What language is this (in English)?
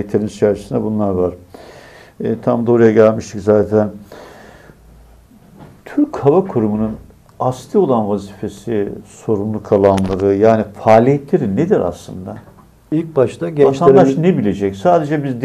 Turkish